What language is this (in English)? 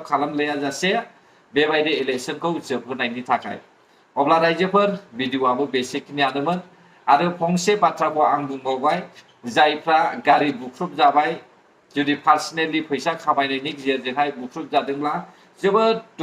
Bodo